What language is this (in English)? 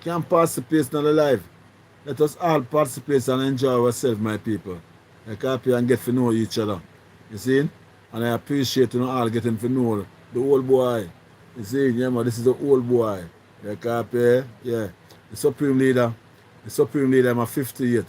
Jamaican Creole English